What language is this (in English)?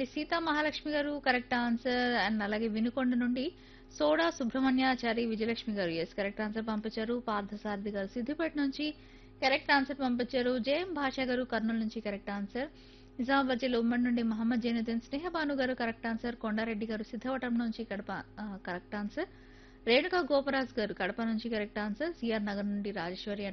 Telugu